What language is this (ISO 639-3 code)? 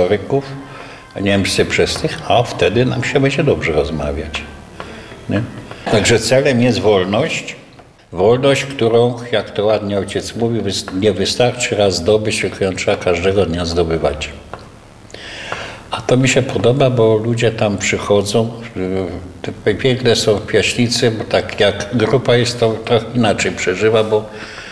pol